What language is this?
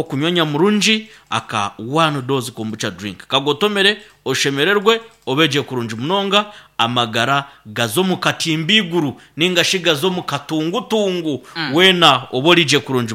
Nyankole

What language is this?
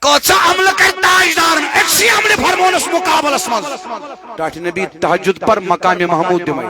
Kashmiri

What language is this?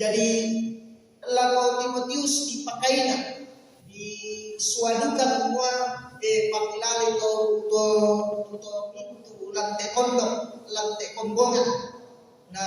Toraja-Sa'dan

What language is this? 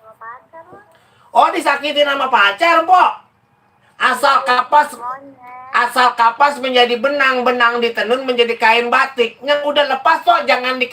Betawi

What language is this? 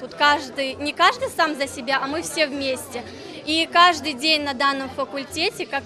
Crimean Tatar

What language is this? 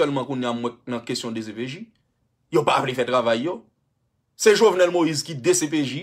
Haitian Creole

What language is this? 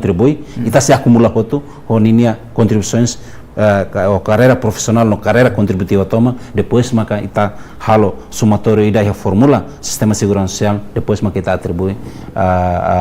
Tetum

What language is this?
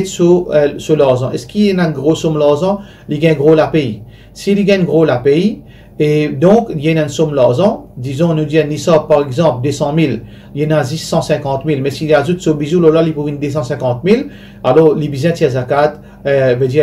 Morisyen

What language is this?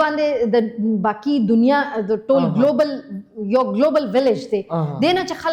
Pashto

